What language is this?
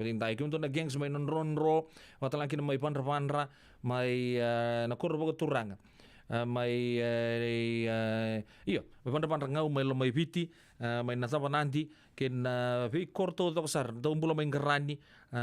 Fijian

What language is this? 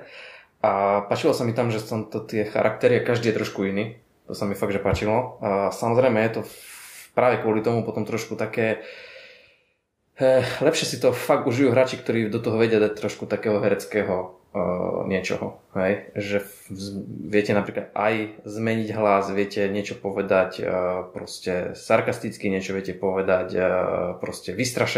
Slovak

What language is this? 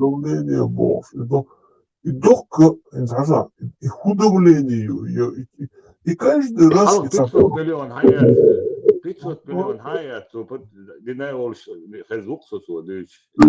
Chechen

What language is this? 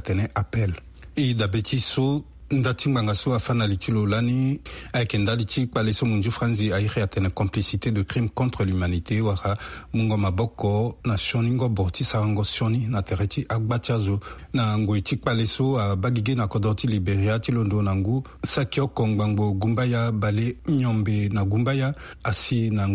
Sango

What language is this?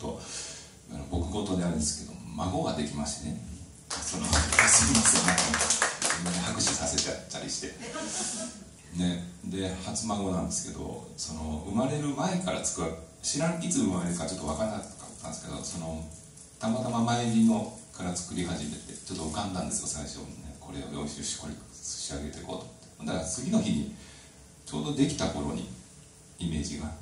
Japanese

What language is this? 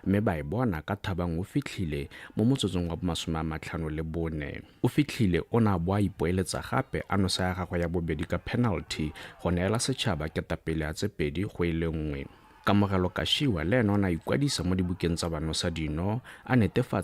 Tswana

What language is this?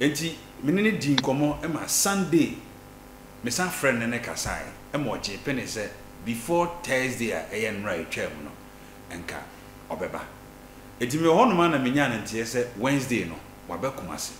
Akan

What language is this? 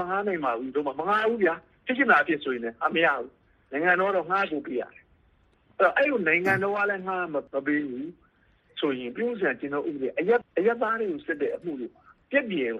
Burmese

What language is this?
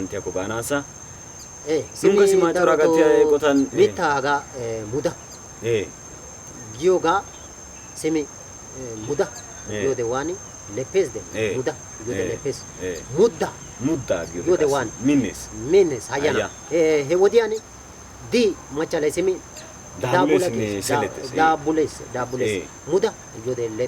Wolaytta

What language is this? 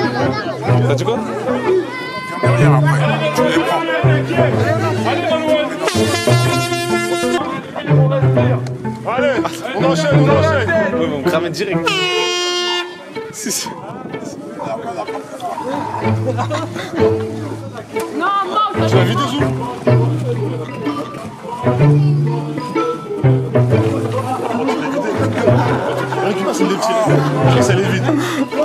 French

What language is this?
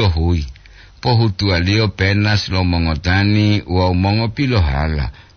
Gorontalo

